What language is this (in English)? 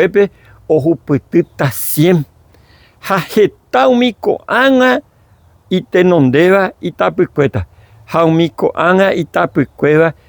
Guarani